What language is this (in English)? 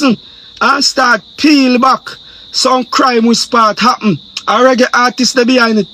Jamaican Creole English